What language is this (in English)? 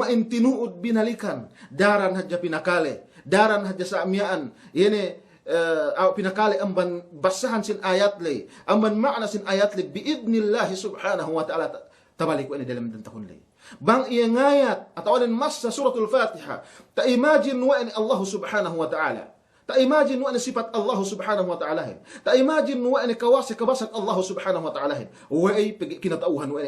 Yakan